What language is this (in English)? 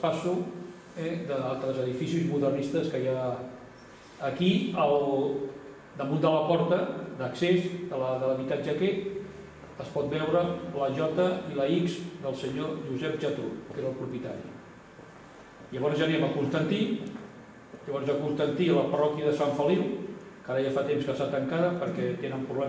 Catalan